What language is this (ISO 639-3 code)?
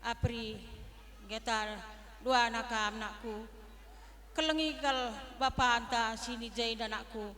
btx